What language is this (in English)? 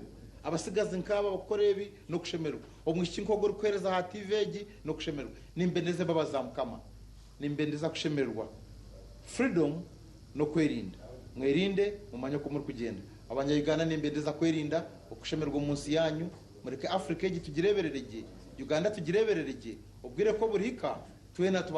Nyankole